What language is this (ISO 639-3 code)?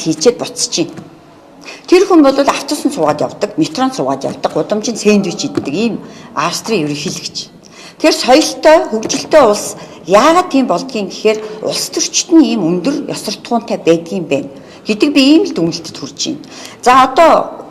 mon